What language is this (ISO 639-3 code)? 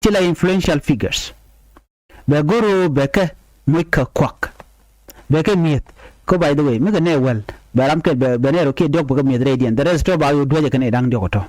nus